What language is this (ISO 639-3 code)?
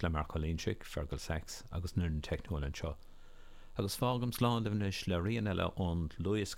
gle